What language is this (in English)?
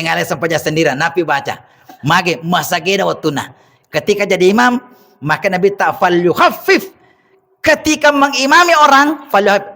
Buginese